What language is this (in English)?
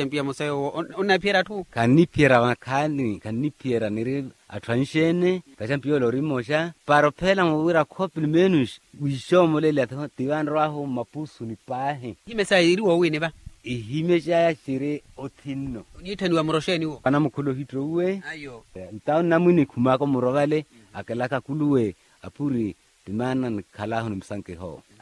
Makhuwa